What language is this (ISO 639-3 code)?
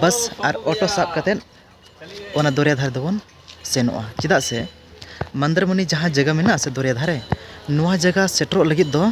sat